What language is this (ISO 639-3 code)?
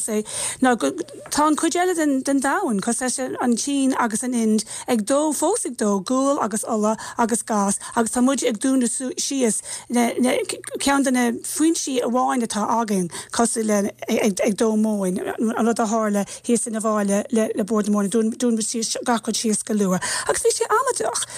gle